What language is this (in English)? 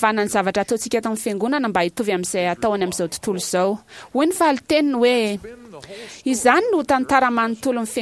Malagasy